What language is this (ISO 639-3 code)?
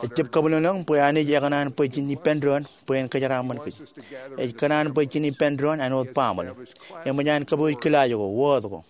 mah